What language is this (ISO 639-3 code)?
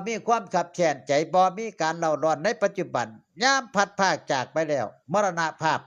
tts